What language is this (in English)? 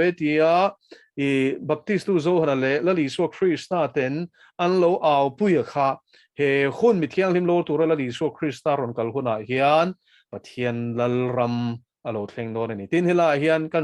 Mizo